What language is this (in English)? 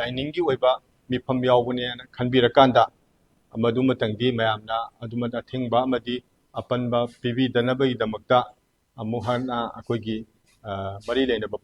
Manipuri